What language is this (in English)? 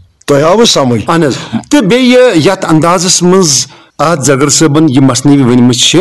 Kashmiri